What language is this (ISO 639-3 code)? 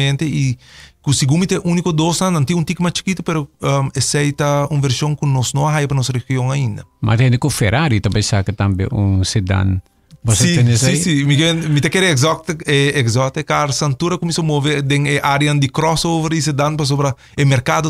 pap